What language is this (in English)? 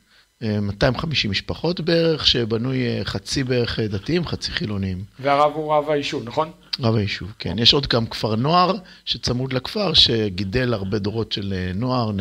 Hebrew